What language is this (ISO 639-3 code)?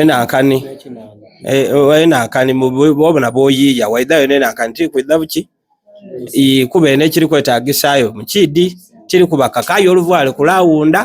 xog